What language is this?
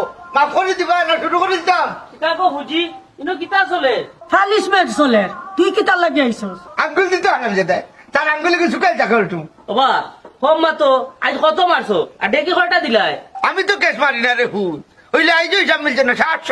Sylheti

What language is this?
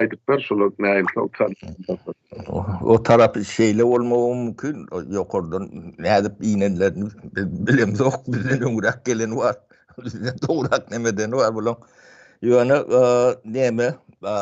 Turkmen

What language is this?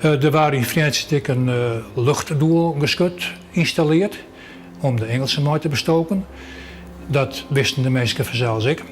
Western Frisian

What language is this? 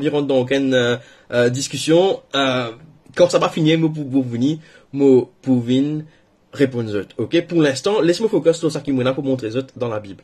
Morisyen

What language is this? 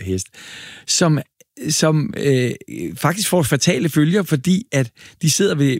Danish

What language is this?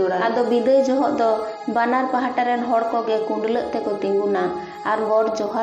Santali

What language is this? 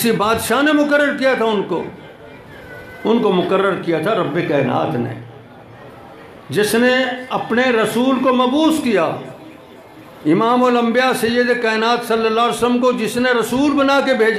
Urdu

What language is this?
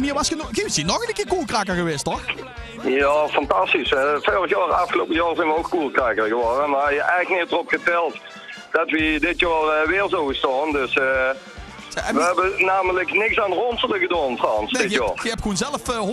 Limburgish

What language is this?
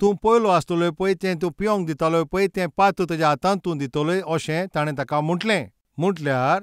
Konkani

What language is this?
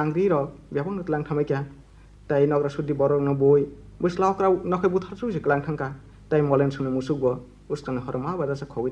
Kok Borok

